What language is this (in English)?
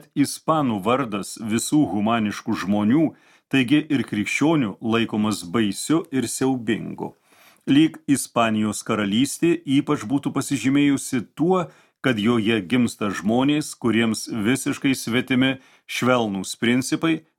Lithuanian